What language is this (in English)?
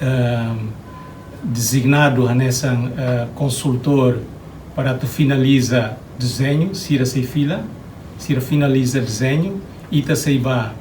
Tetum